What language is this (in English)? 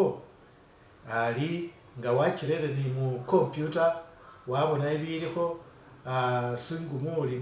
Masaaba